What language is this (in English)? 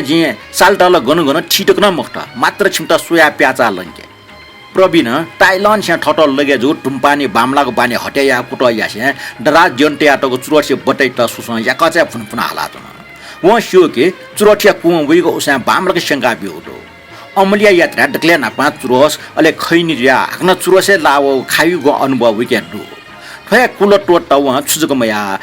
Newari